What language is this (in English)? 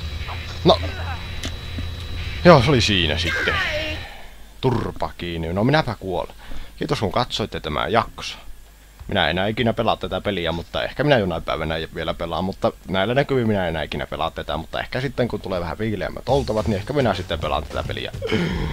Finnish